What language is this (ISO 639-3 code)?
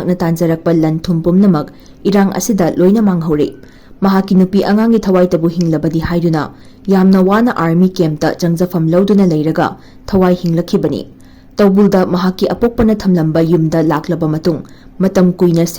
mni